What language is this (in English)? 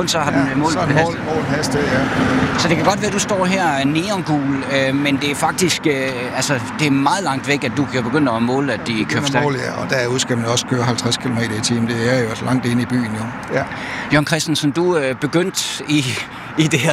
Danish